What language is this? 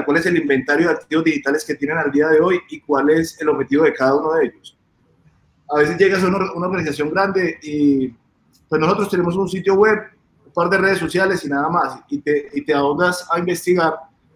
Spanish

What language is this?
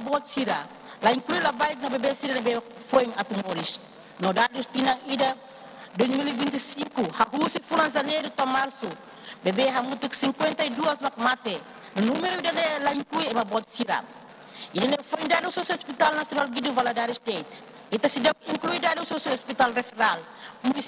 Tetum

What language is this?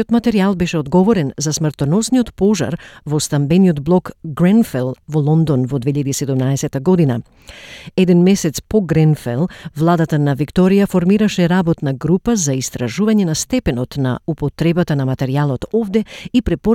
Macedonian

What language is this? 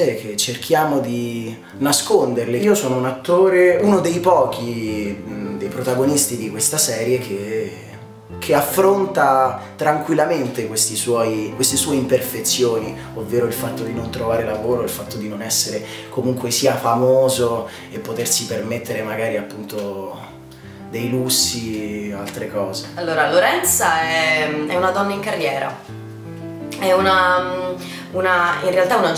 Italian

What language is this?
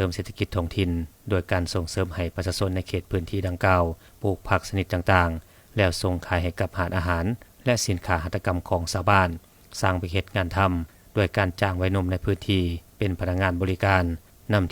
Lao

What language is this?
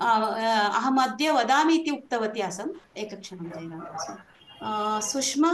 Sanskrit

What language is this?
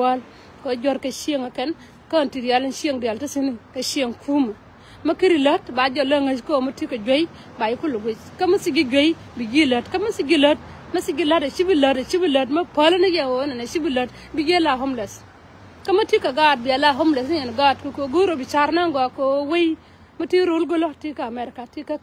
Nuer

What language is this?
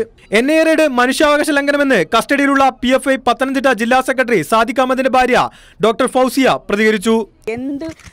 Malayalam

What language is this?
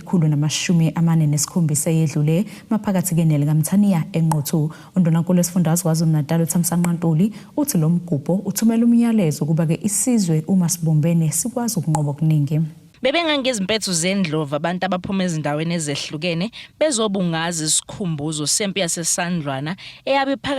Zulu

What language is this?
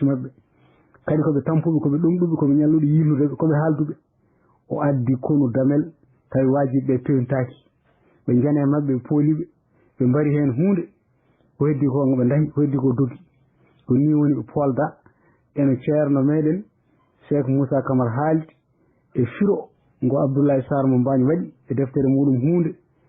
Fula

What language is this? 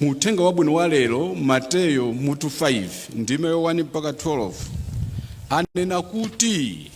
Nyanja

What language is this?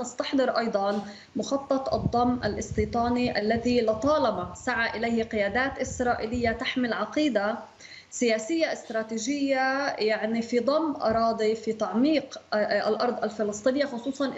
Arabic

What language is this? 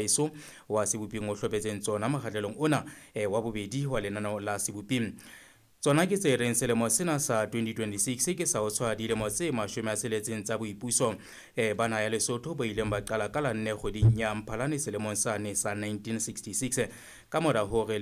Southern Sotho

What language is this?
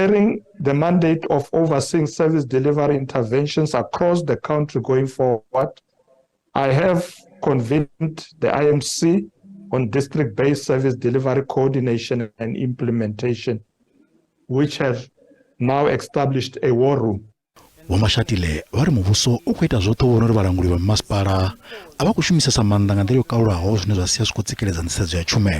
Venda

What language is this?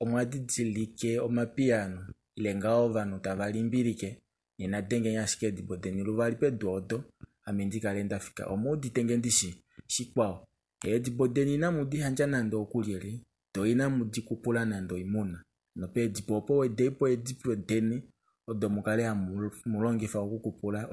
Kuanyama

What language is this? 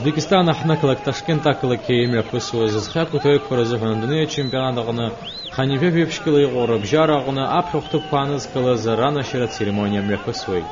Abkhazian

